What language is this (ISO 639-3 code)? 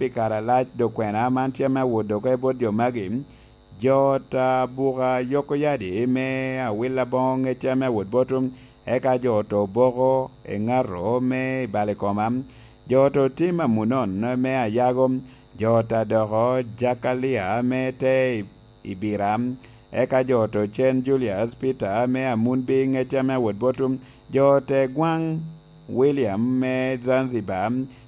laj